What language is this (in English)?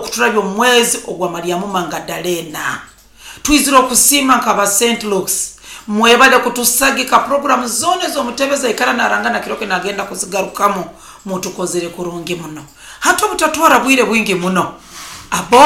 Nyoro